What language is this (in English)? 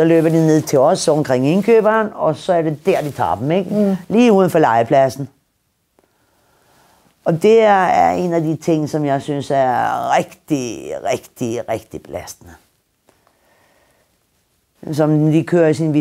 Danish